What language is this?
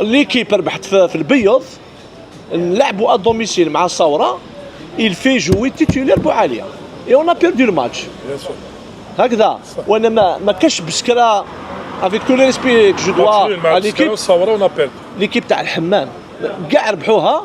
Algerian Arabic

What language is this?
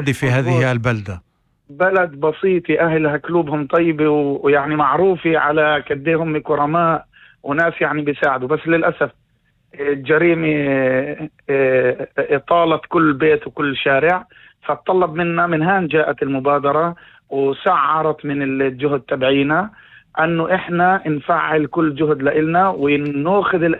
North Levantine Arabic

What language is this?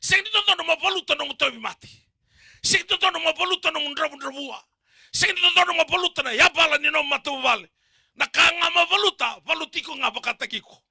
Fijian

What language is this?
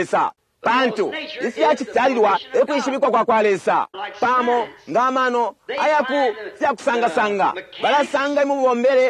Bemba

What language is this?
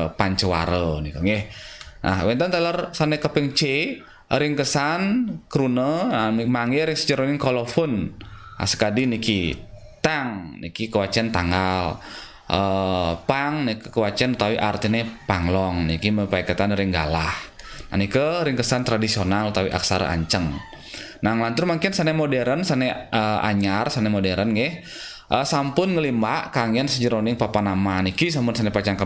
Balinese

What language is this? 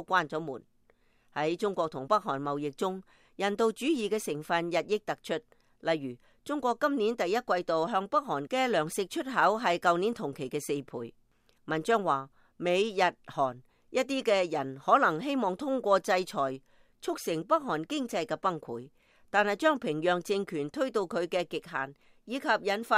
Cantonese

